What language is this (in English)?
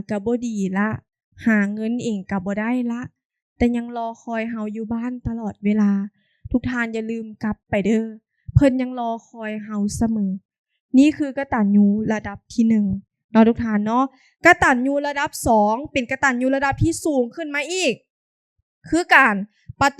Lao